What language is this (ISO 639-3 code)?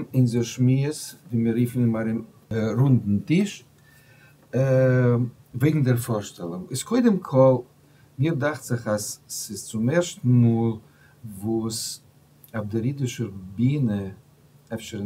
yid